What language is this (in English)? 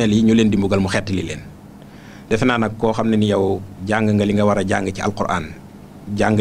Wolof